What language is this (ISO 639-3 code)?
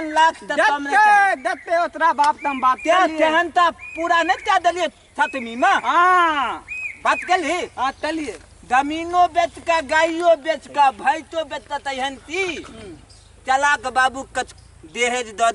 mai